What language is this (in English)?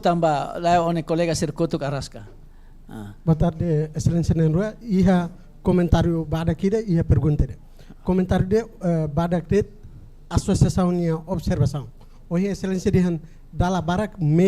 Tetum